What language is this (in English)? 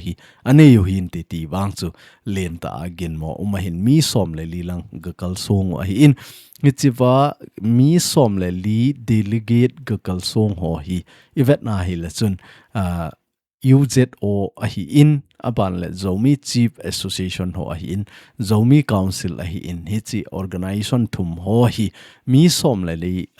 Thado Chin